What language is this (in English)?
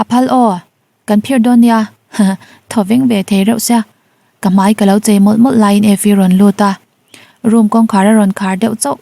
Mizo